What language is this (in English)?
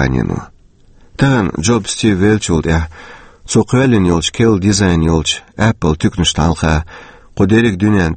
Chechen